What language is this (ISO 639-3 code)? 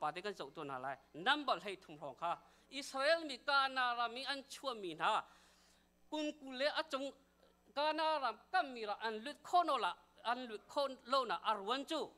cnh